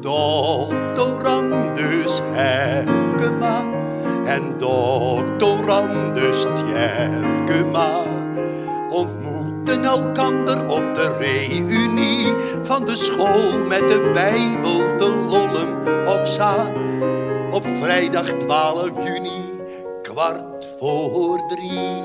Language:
Western Frisian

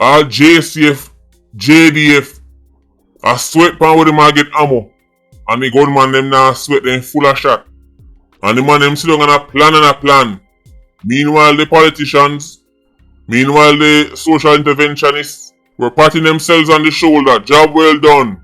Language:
Jamaican Creole English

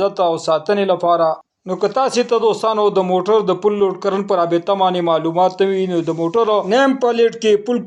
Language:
Pashto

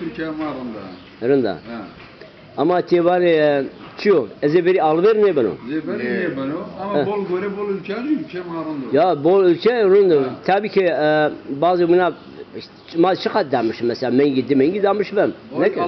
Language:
Zaza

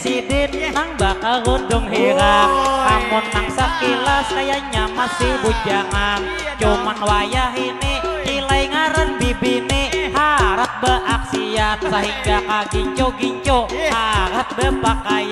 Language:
Banjar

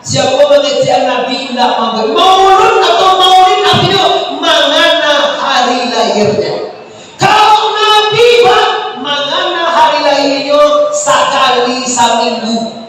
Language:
Minangkabau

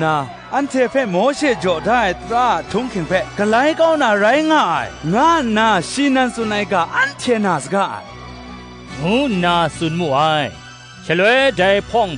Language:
Kachin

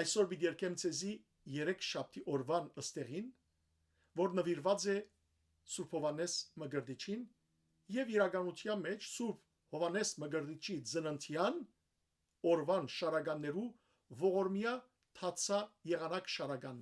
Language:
Western Armenian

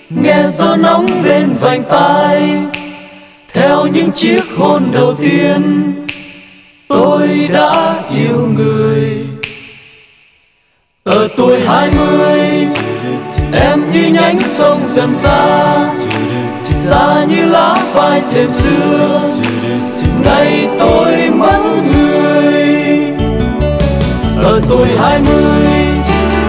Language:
Vietnamese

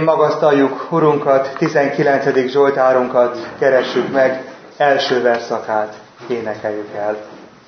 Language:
Hungarian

